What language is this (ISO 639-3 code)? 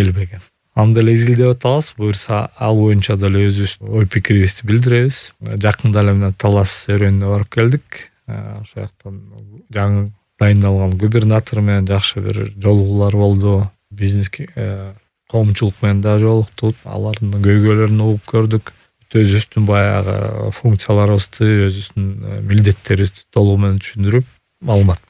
kir